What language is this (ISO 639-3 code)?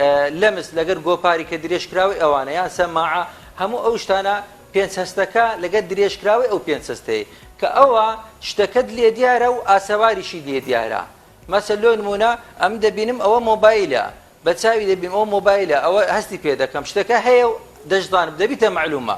ckb